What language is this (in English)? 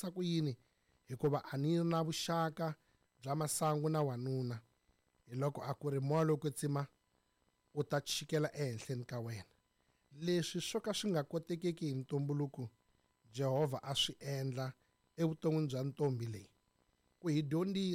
Tsonga